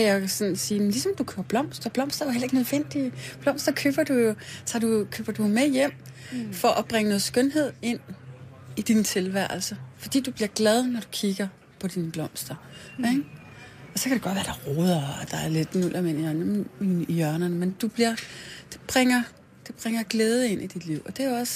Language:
Danish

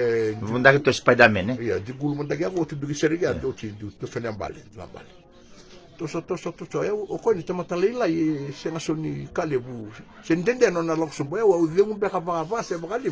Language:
Fijian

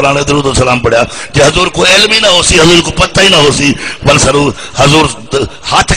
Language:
Saraiki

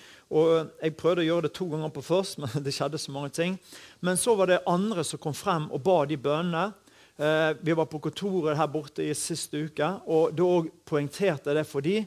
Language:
Norwegian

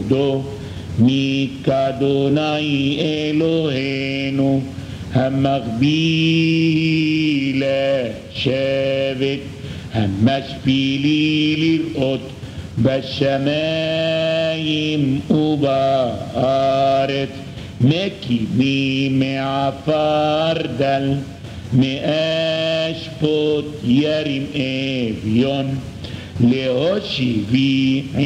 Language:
Hebrew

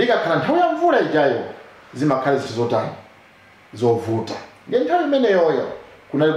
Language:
Nyanja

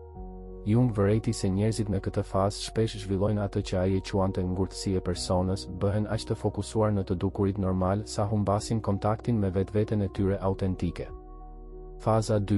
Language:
Albanian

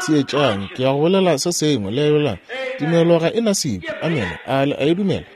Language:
Northern Sotho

